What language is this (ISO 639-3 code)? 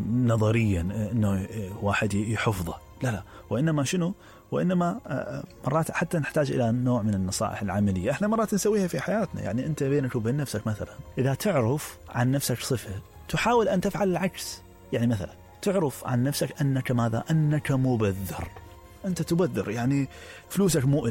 acm